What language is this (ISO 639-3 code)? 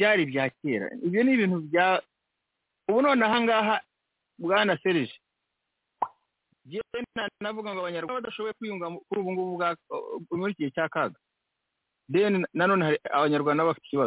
kin